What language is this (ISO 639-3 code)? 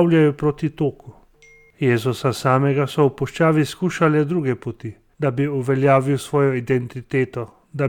slv